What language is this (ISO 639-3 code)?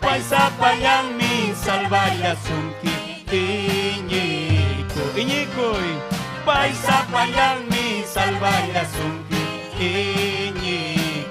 quy